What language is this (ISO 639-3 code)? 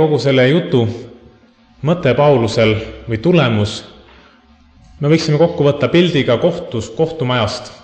est